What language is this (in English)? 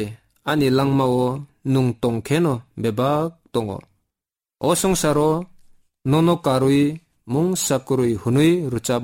Kok Borok